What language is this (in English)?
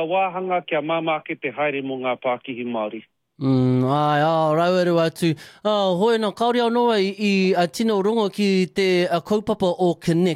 Māori